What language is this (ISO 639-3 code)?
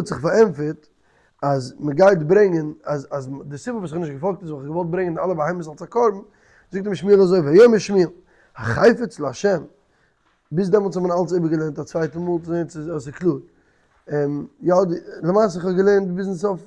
yid